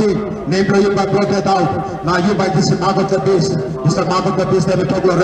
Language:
Tok Pisin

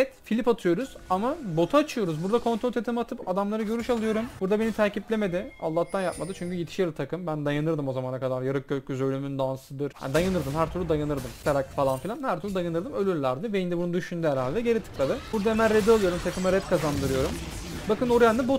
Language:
Turkish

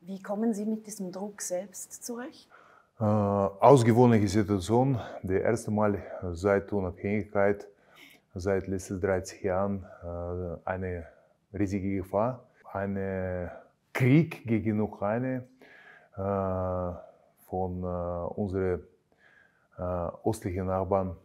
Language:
Swiss German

